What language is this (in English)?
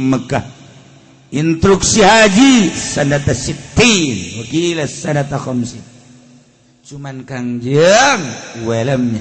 Sundanese